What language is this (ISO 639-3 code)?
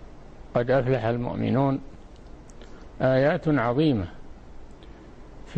ara